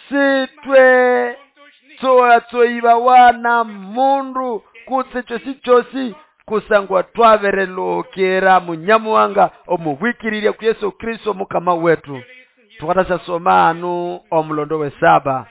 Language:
Nande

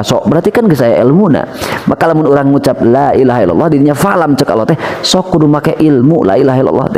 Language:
Sundanese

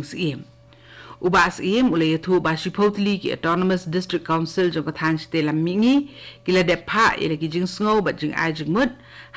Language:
Khasi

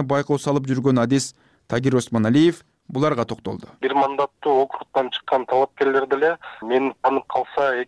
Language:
Kyrgyz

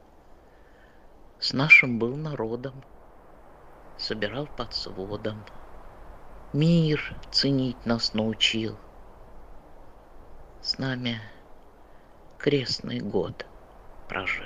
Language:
Russian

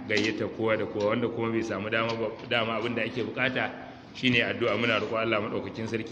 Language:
Hausa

